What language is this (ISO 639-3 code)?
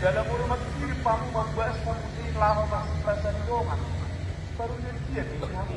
bbc